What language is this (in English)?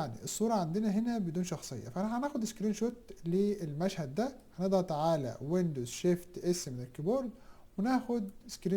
Egyptian Arabic